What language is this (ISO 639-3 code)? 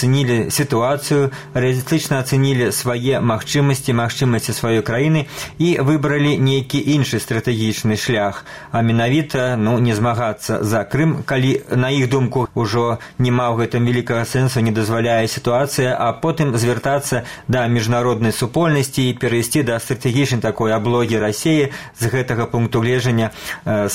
bel